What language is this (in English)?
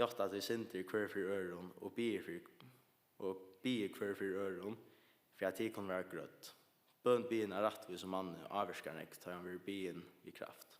Faroese